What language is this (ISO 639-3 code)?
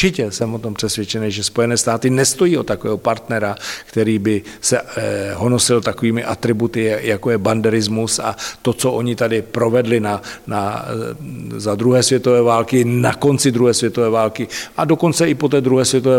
ces